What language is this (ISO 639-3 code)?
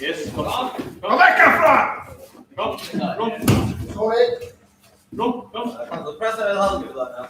fao